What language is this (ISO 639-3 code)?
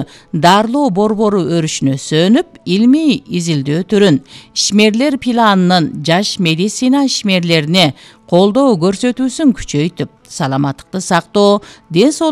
kir